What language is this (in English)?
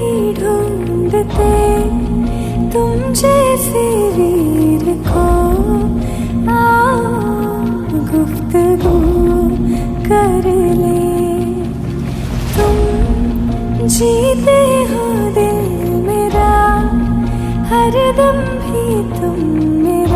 Hindi